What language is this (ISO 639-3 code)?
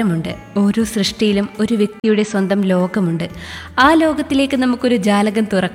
mal